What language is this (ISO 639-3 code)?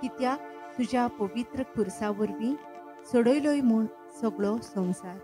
kok